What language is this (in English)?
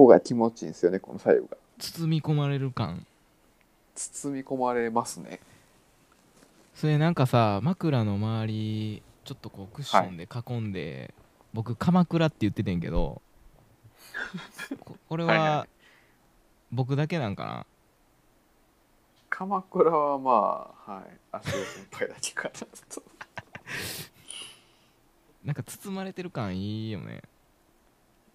Japanese